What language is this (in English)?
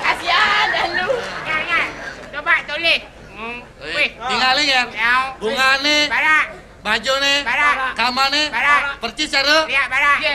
Balinese